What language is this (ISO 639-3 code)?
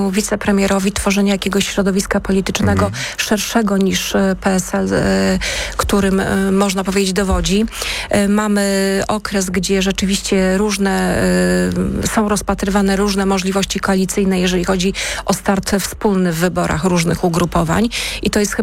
pol